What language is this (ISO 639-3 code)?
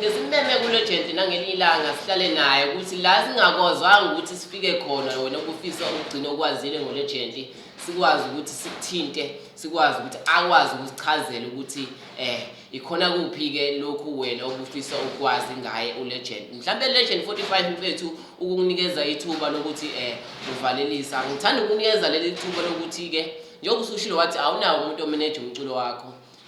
zul